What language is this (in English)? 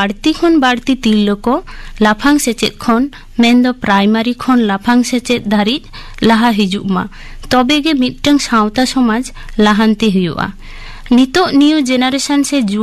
Santali